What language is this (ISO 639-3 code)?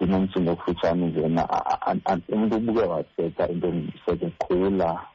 xho